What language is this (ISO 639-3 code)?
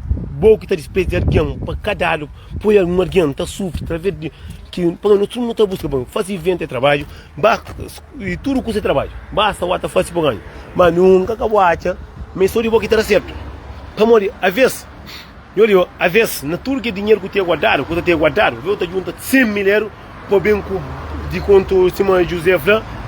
kea